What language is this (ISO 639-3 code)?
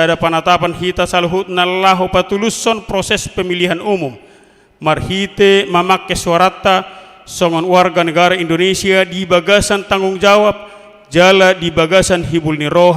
bbc